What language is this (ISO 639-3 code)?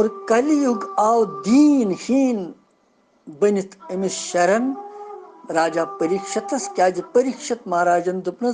kas